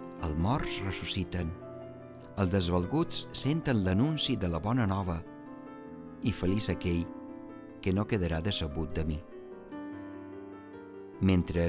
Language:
Catalan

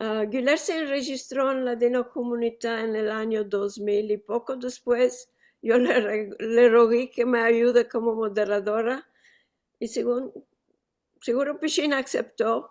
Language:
Ladino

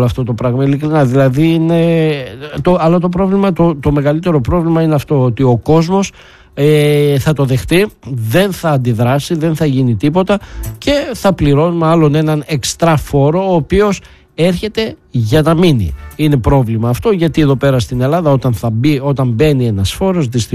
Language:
Greek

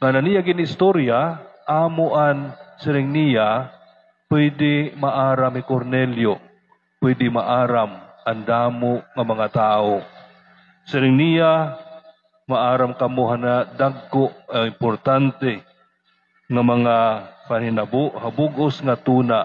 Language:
Waray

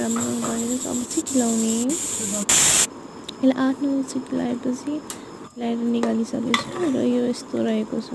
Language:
Nepali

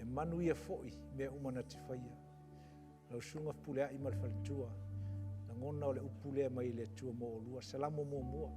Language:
Samoan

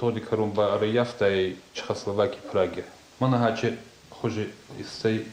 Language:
Ossetic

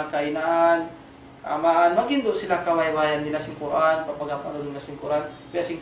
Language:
Tausug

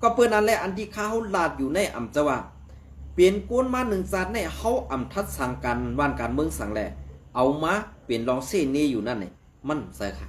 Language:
Shan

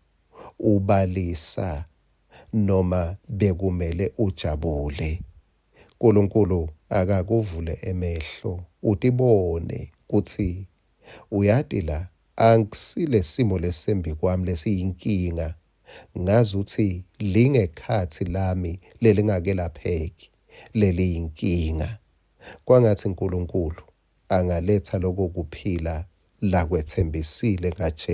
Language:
Swati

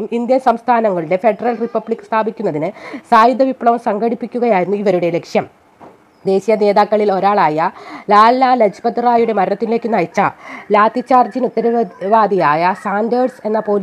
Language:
Malayalam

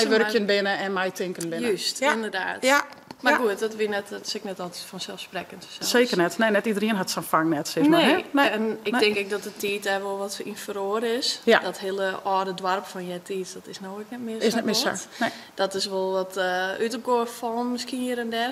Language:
Western Frisian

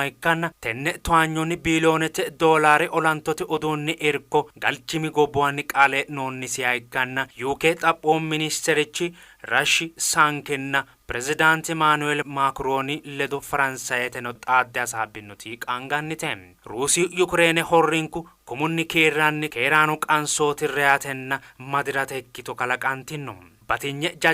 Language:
Sidamo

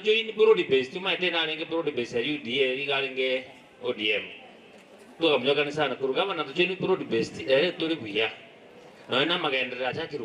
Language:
Gusii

